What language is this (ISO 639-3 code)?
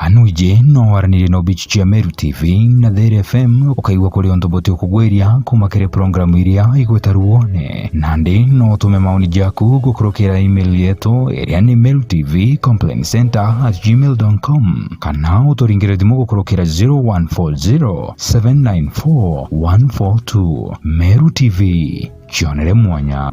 mer